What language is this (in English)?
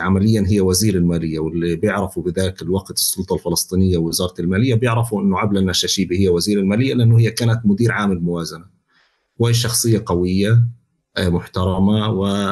North Levantine Arabic